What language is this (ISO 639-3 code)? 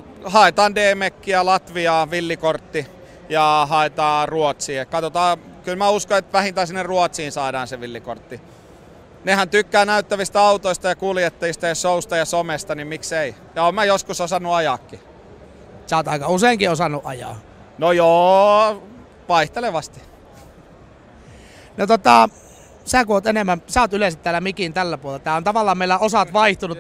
fin